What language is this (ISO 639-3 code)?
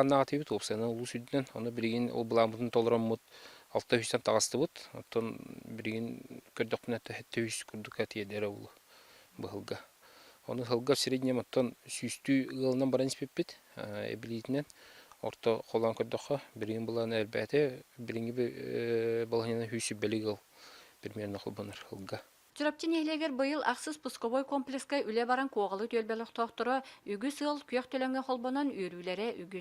sah